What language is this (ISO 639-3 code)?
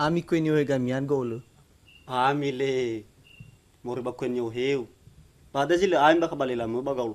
nia